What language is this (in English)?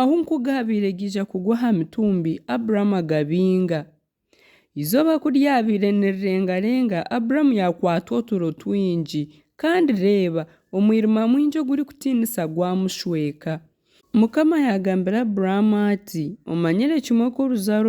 Nyankole